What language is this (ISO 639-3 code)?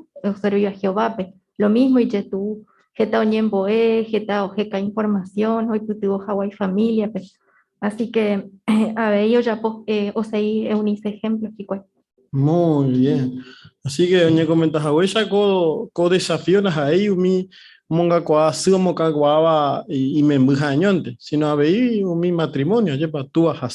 grn